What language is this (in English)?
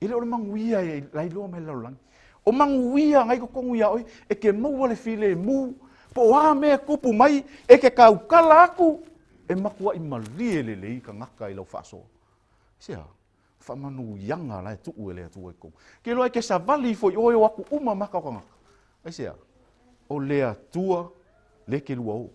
Samoan